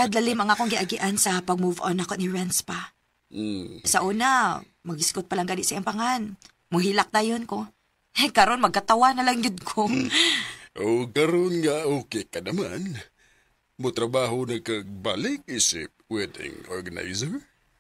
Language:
Cebuano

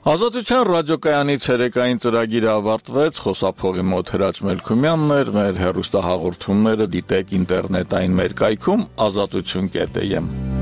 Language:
Armenian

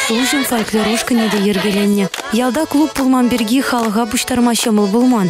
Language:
Chuvash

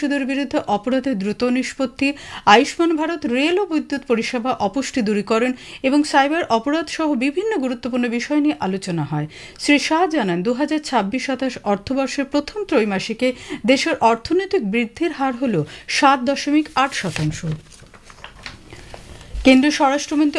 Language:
Bangla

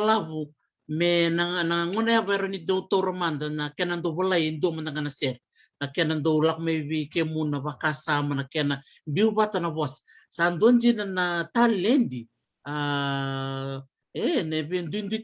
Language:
Fijian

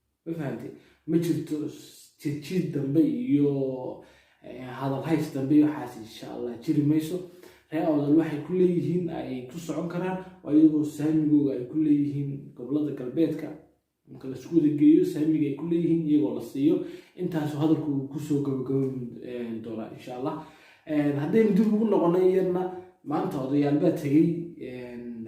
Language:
Somali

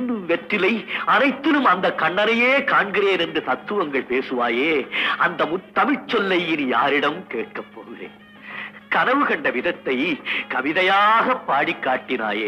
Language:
Tamil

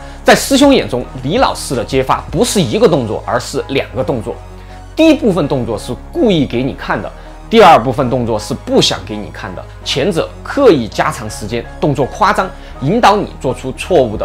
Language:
Chinese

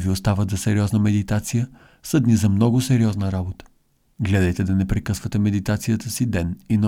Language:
Bulgarian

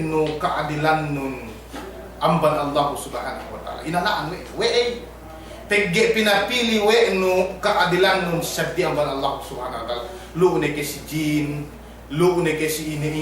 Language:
Yakan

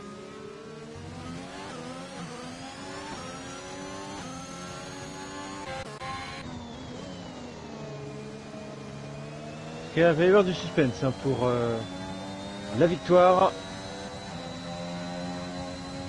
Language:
French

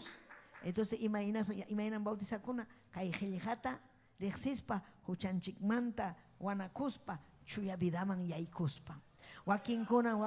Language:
Ayacucho Quechua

